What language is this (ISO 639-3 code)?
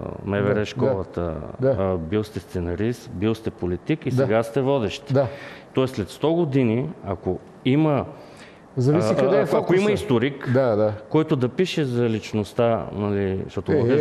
bul